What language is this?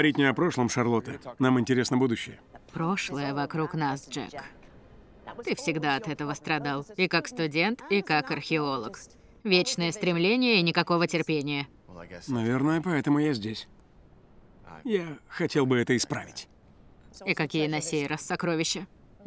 Russian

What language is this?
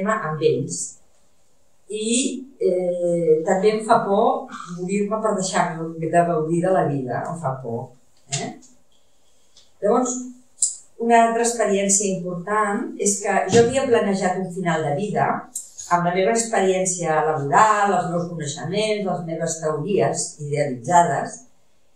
Catalan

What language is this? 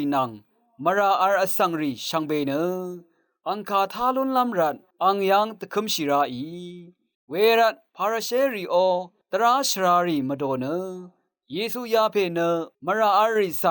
Rawang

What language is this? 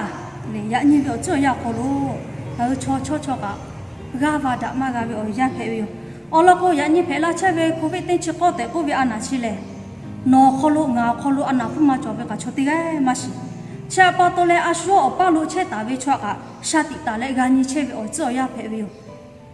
Lahu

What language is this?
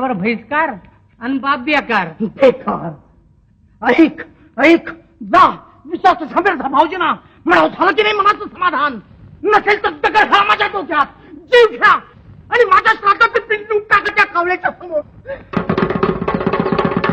Marathi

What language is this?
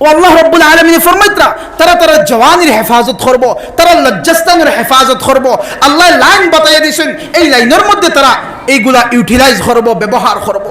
Sylheti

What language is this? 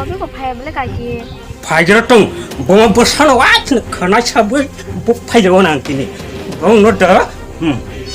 Kok Borok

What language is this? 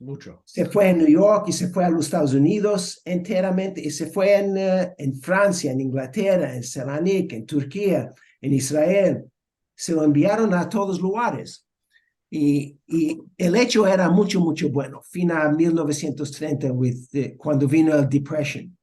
Ladino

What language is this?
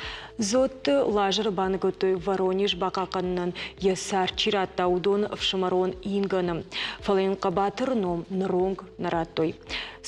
Ossetic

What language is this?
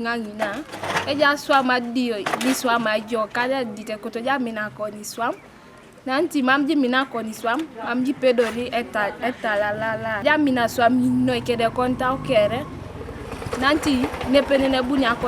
Teso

